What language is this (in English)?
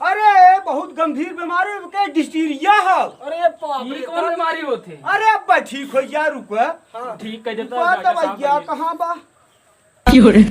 Awadhi